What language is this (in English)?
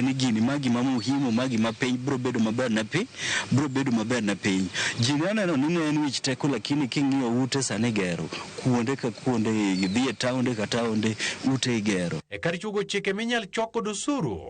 Luo (Kenya and Tanzania)